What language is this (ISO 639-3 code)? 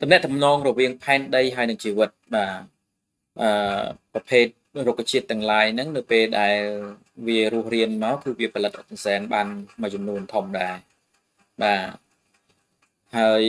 khm